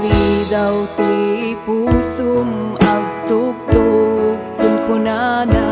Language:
Iloko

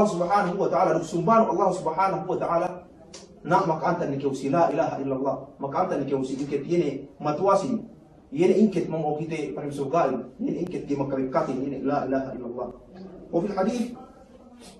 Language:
Yakan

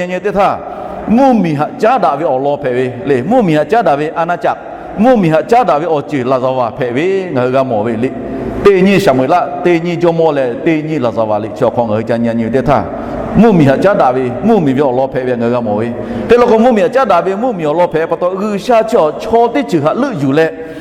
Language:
Lahu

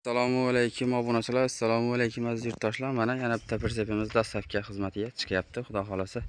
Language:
Uzbek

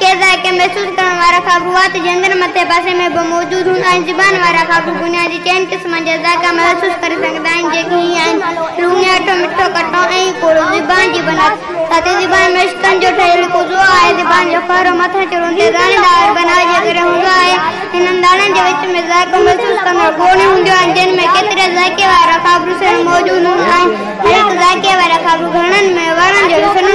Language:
Sindhi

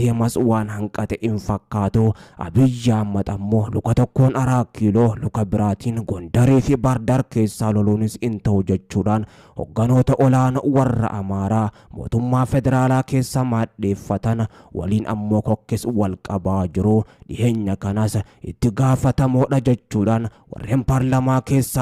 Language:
Oromo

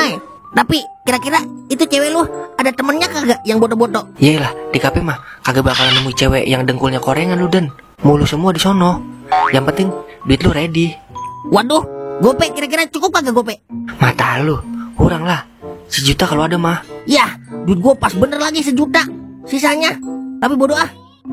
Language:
Betawi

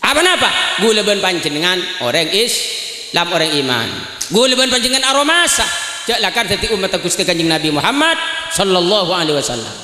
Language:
Madurese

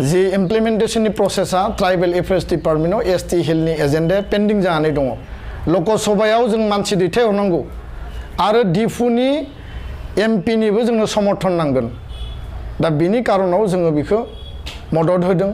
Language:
Bodo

